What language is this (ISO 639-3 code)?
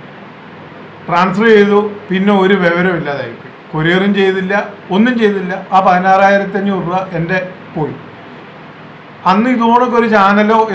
mal